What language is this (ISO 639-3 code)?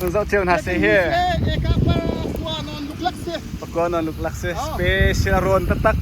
cnh